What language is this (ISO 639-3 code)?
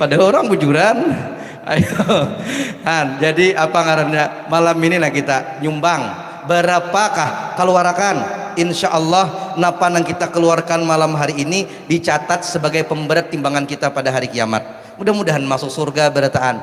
bjn